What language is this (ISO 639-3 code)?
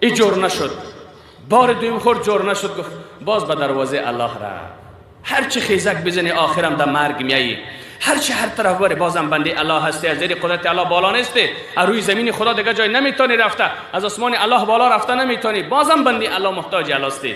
fas